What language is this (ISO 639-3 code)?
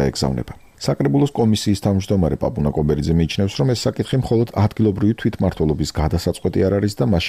kat